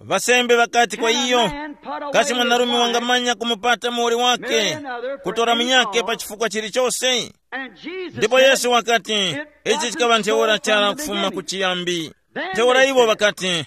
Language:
Tumbuka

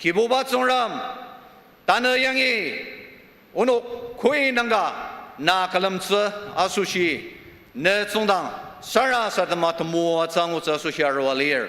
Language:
Ao Naga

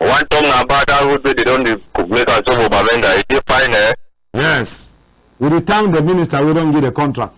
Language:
Cameroon Pidgin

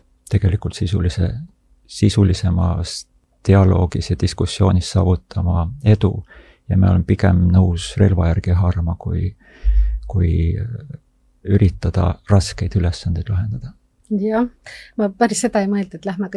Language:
Estonian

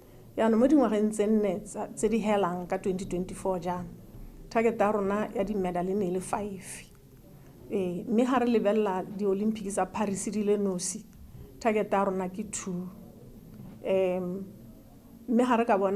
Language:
Tswana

